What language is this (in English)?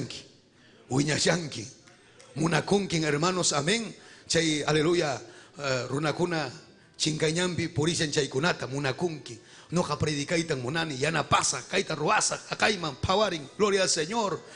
Ayacucho Quechua